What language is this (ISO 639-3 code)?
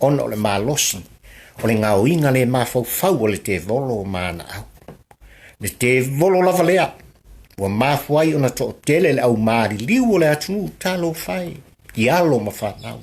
smo